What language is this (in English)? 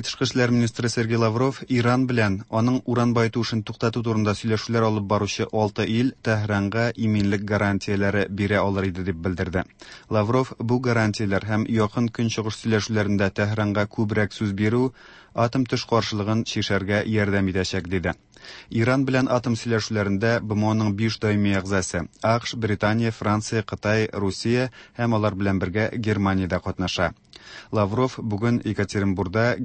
Tatar